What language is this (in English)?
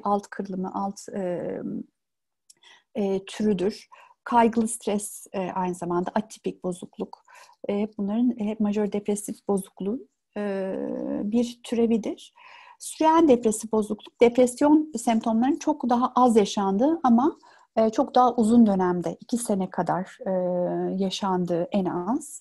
Turkish